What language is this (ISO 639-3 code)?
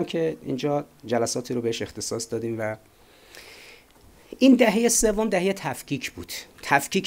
fas